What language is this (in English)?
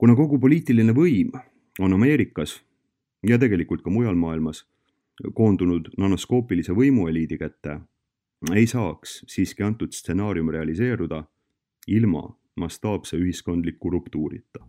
Estonian